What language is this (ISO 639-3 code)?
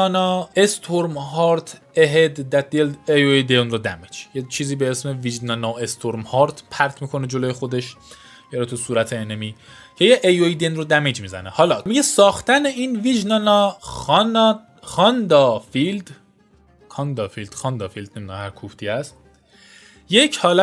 fas